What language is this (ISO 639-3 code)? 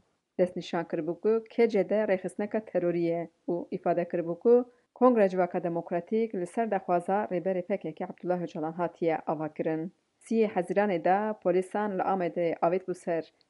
kur